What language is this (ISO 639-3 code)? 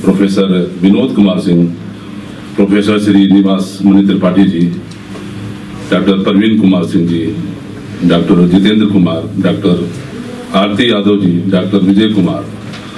hin